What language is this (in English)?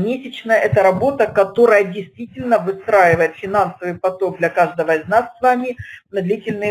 Russian